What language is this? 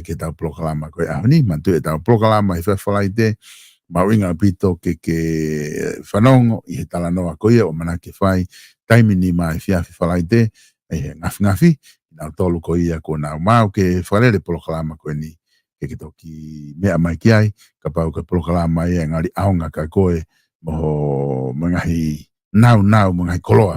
Tongan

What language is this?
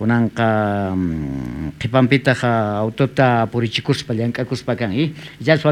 South Bolivian Quechua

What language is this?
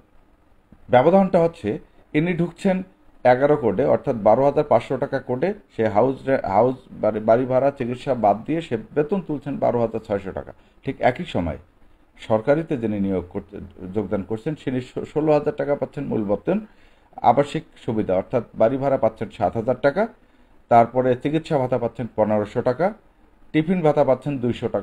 Bangla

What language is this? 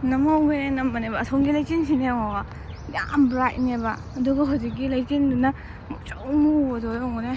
Manipuri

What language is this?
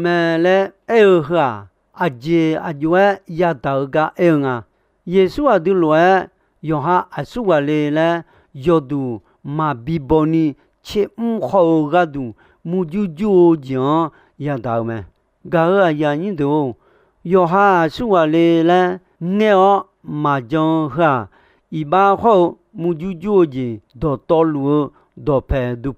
Akha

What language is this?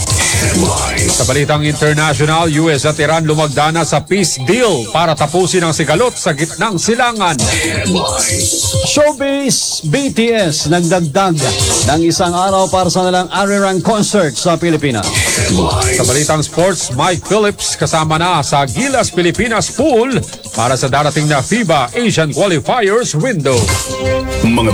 Filipino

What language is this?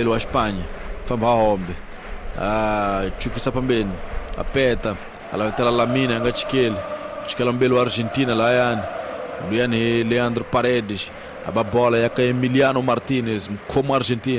Tsonga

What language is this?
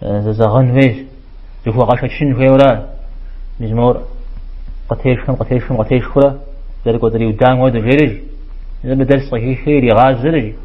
Kabardian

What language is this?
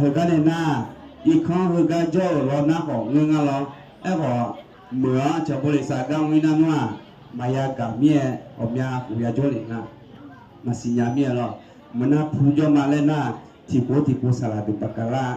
Akha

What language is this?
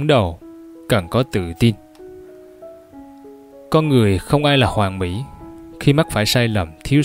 Vietnamese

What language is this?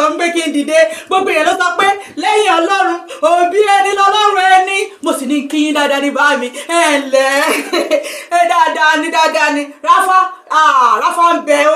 Yoruba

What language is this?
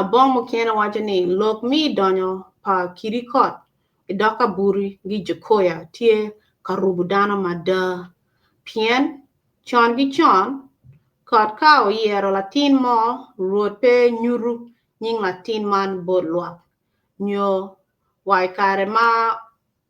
Acoli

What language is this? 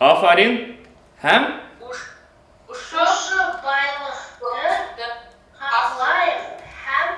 Bashkir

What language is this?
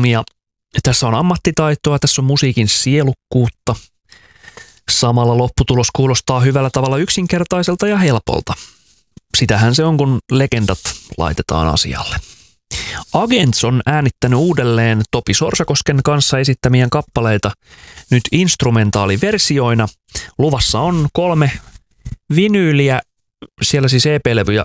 Finnish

